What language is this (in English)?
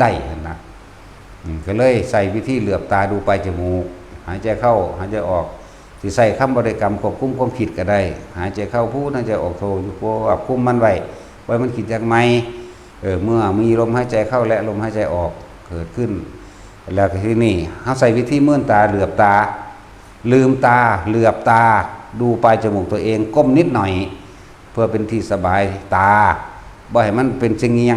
Northeastern Thai